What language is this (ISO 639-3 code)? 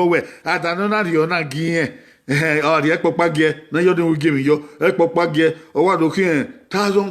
bin